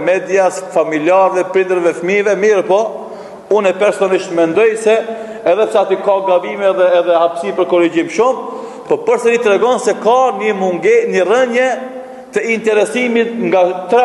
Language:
Albanian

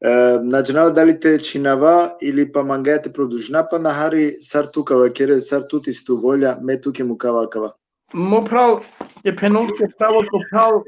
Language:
Balkan Romani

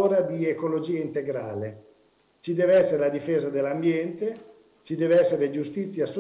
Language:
Italian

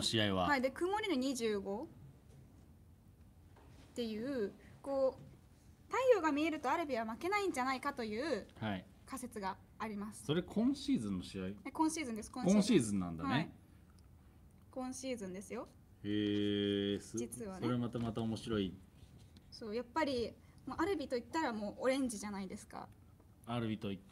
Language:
Japanese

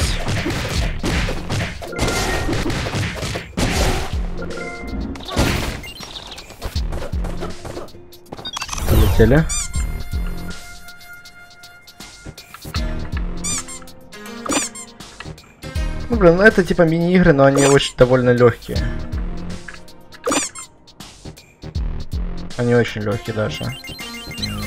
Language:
Russian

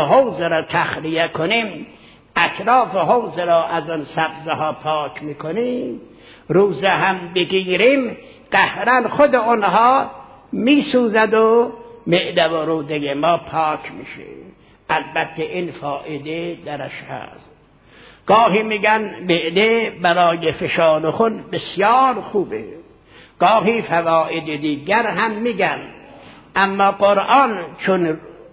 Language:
Persian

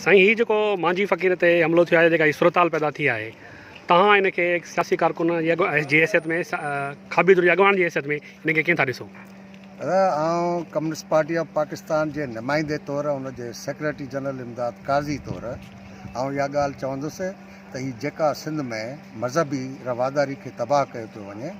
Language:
Sindhi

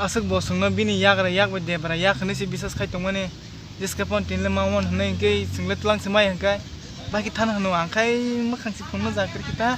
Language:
Kok Borok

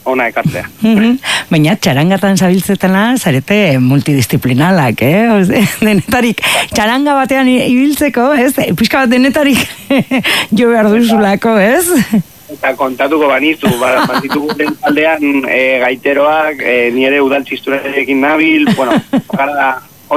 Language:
Basque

